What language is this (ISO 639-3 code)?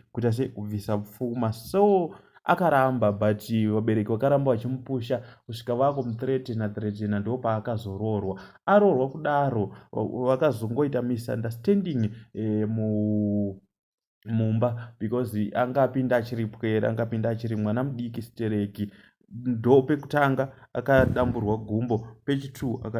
sna